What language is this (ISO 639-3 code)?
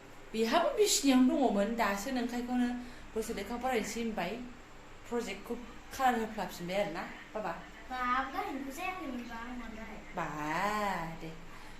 brx